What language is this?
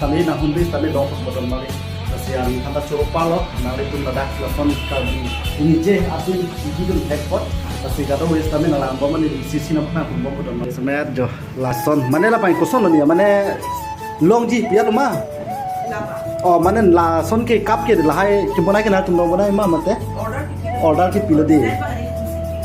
Karbi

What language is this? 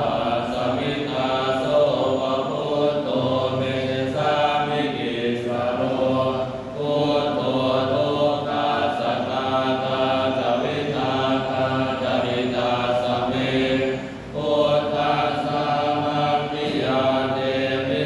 Pali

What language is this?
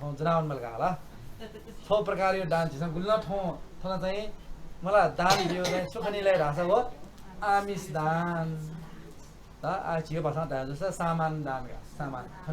Newari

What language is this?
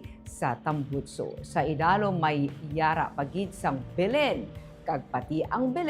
Hiligaynon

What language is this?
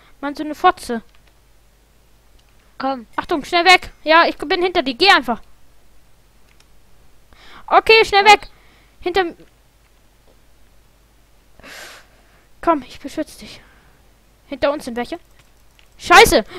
German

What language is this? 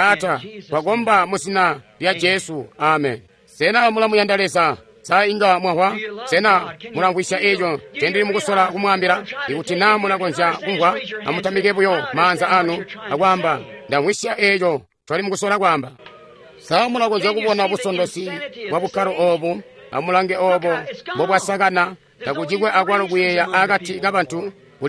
Tonga (Zambia)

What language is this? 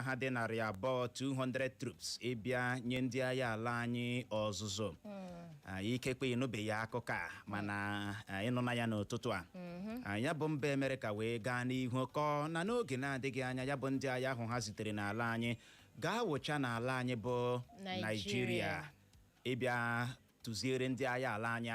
Igbo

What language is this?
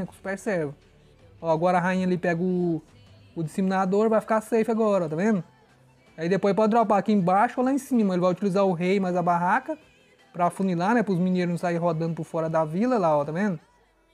Portuguese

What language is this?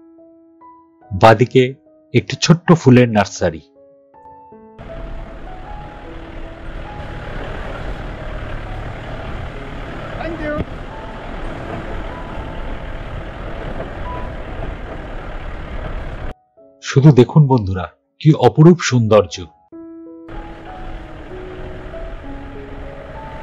Bangla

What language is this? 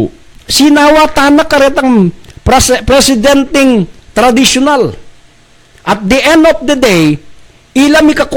Pampanga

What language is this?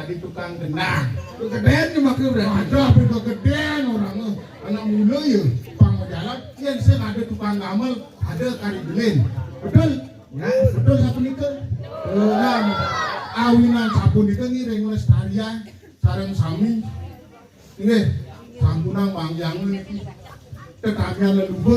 Balinese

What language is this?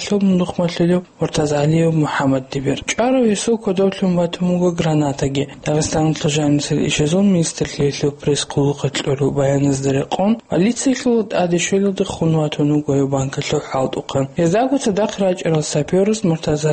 Avaric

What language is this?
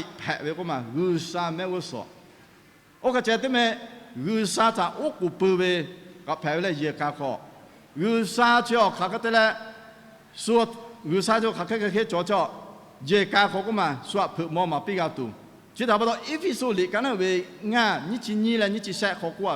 Lahu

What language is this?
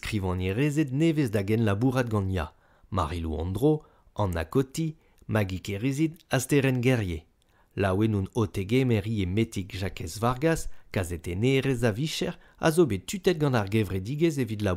Breton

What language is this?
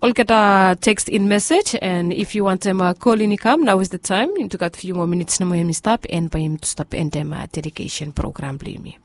Bislama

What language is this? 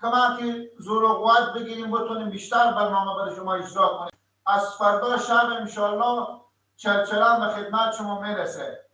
Persian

